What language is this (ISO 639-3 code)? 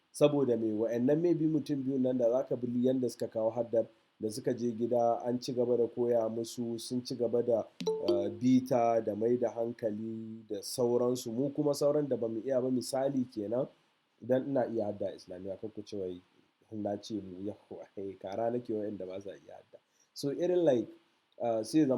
hau